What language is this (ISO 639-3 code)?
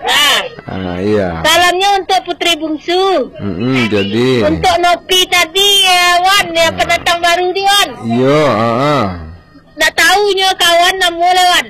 min